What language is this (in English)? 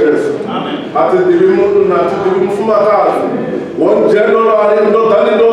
Venda